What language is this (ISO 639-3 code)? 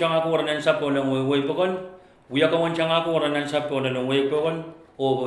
pon